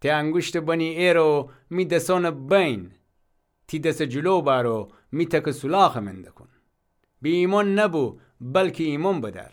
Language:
Gilaki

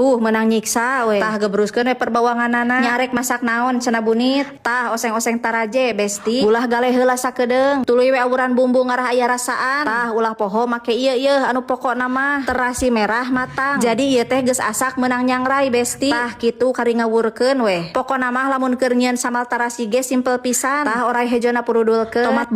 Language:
Sundanese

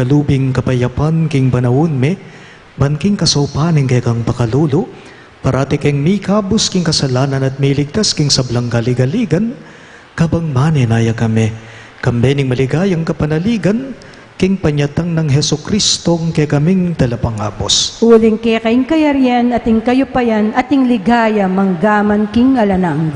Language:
Pampanga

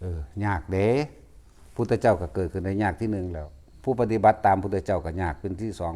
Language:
Lao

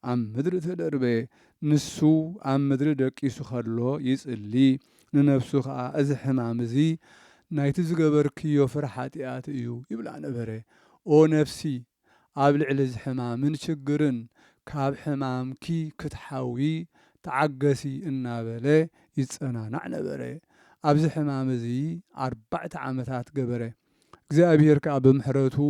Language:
Tigrinya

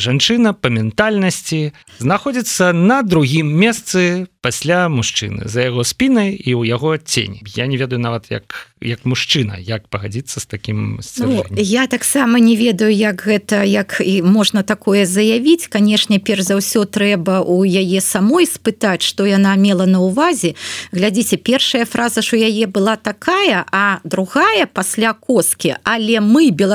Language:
Belarusian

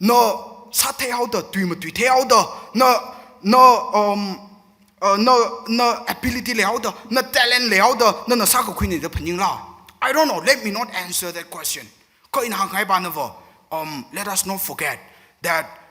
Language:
Tangkhul Naga (India)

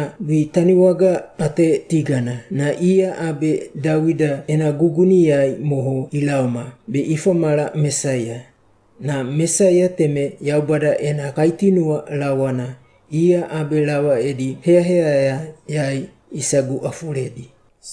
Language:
Wagawaga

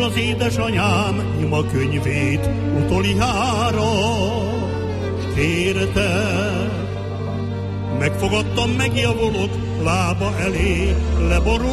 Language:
Hungarian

